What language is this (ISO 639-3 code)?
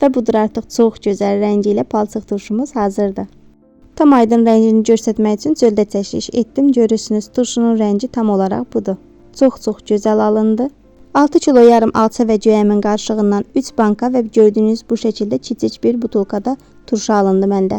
aze